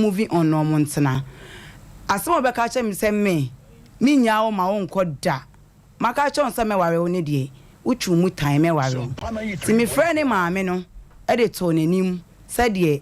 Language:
Akan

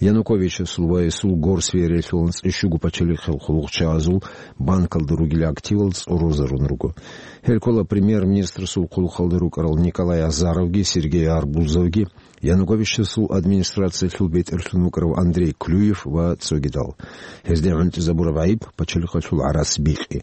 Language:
Avaric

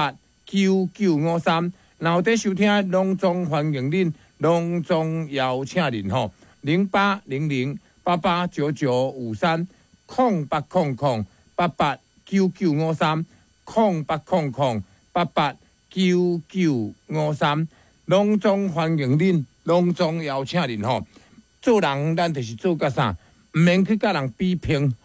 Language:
Min Nan Chinese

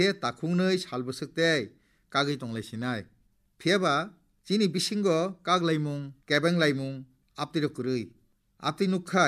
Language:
Kok Borok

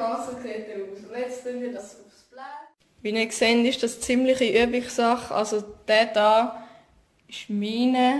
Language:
Swiss German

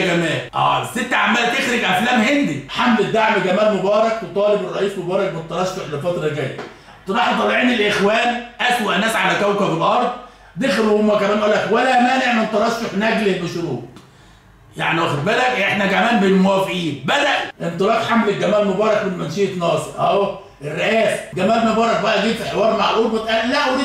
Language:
Egyptian Arabic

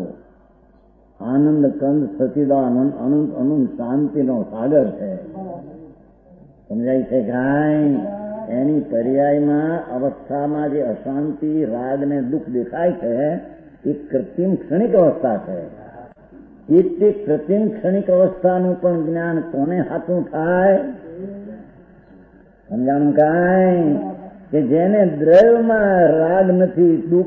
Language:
Gujarati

